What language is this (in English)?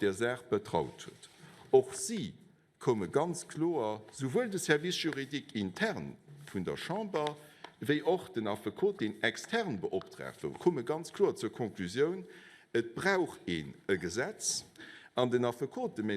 Luxembourgish